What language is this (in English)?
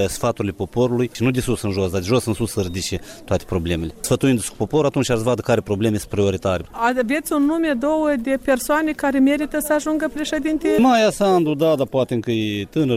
Romanian